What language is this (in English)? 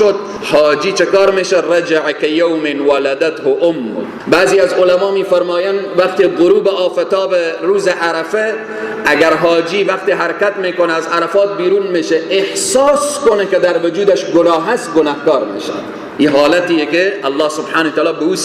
Persian